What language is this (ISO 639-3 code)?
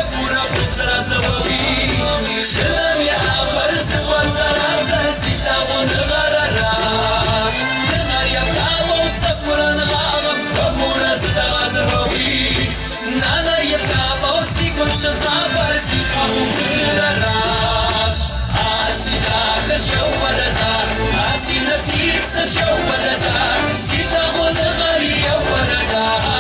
kbd